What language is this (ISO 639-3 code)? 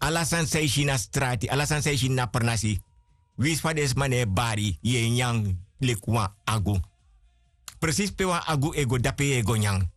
srn